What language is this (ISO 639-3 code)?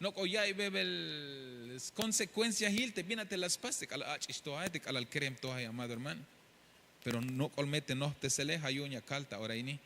tzh